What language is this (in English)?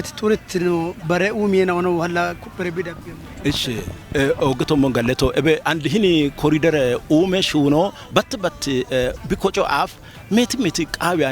Kafa